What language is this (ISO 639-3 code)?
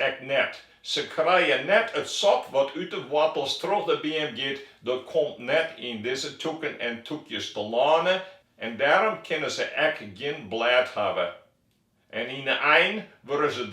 fry